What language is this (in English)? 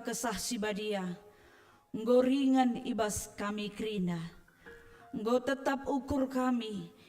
Batak Karo